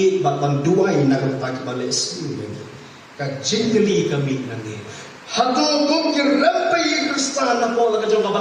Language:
Khasi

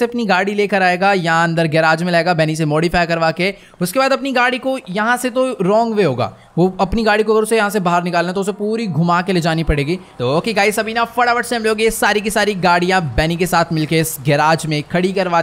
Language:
Hindi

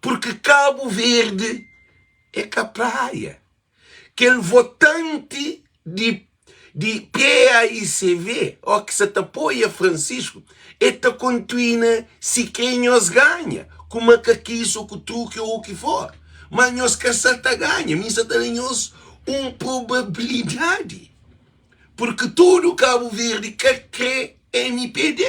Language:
Kabuverdianu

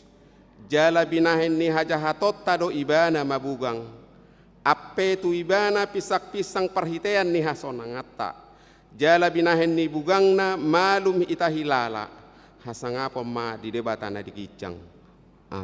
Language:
Batak Toba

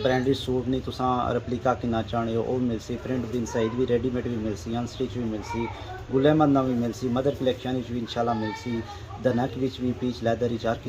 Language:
Pahari-Potwari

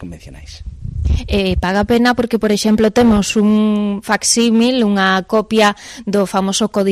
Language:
Galician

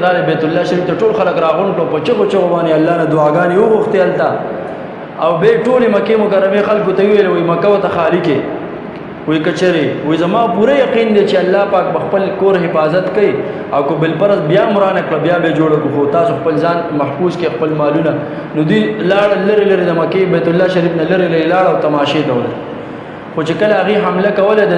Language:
Pashto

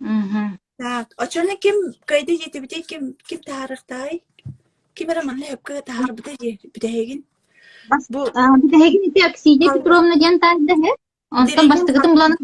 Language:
Yakut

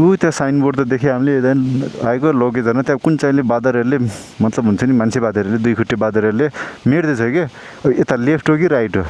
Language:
Nepali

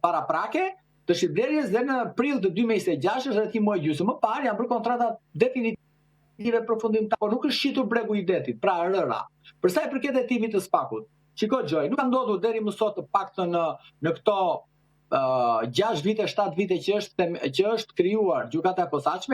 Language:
Albanian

